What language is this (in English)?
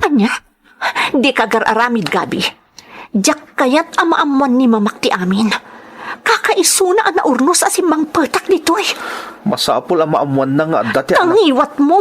Iloko